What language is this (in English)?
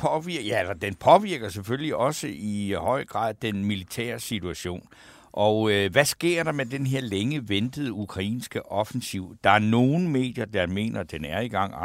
Danish